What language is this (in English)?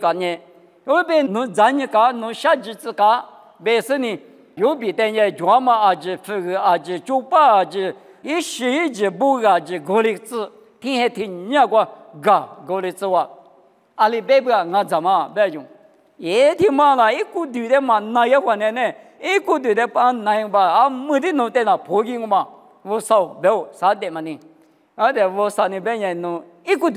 Lisu